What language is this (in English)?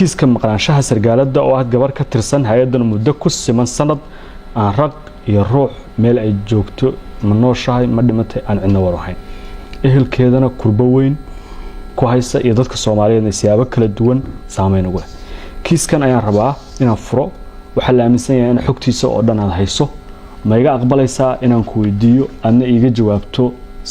Somali